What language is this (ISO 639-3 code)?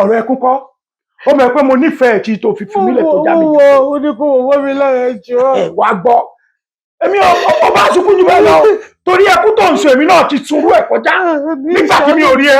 yor